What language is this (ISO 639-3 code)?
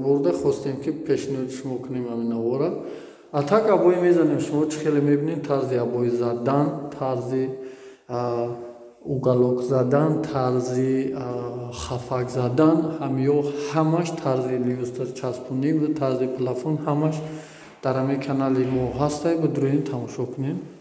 tgk